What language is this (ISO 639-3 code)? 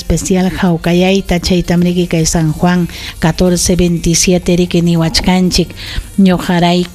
quy